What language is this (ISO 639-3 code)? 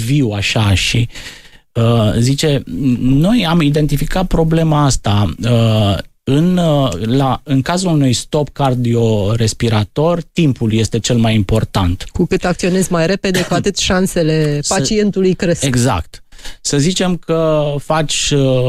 ron